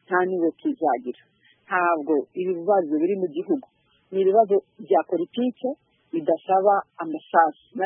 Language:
Kinyarwanda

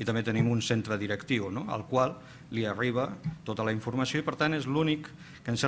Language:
Catalan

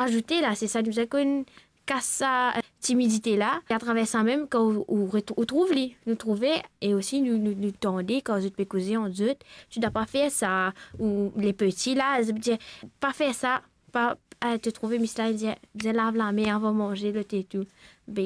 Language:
Morisyen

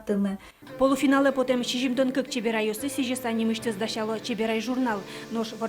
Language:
Udmurt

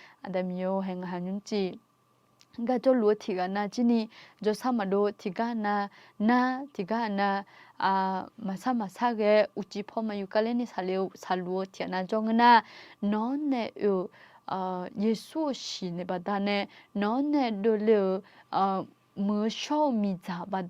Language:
Akha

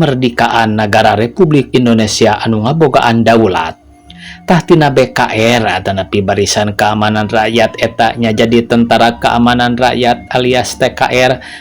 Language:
Sundanese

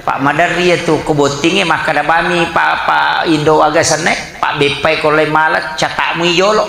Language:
Buginese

